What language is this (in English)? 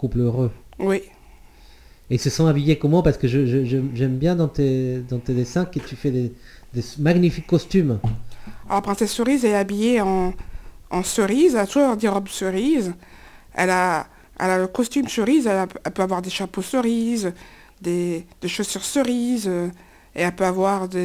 French